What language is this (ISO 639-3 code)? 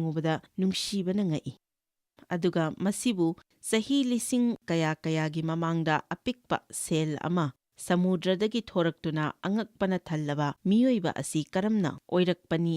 mni